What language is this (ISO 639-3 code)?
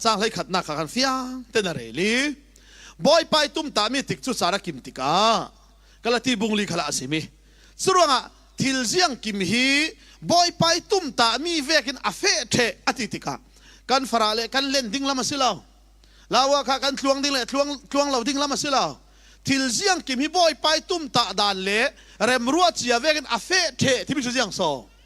cfm